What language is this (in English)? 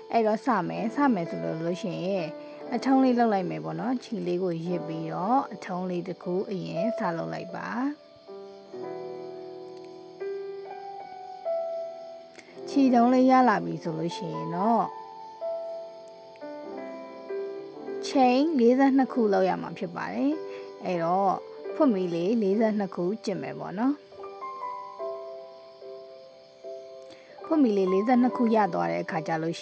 Burmese